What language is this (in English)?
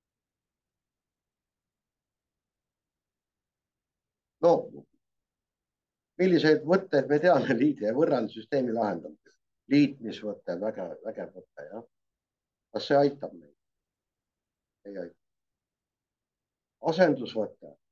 Estonian